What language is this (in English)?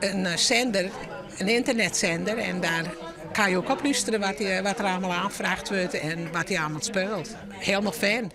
Western Frisian